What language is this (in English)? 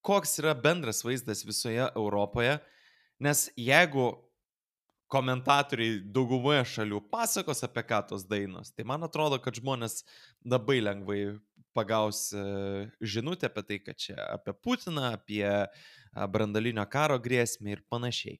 Lithuanian